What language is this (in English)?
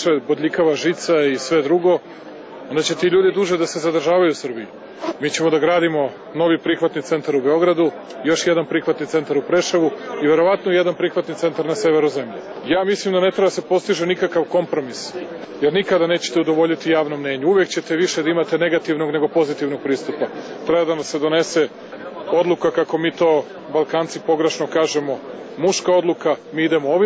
Serbian